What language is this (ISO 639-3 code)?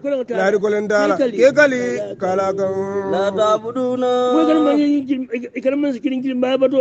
hau